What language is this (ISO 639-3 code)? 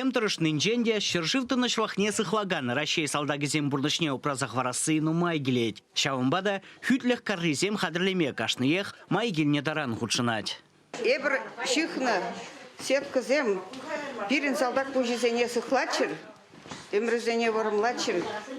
chv